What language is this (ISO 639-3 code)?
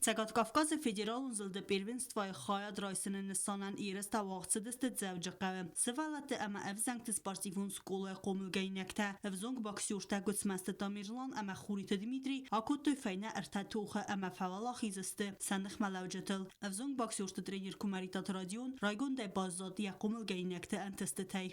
oss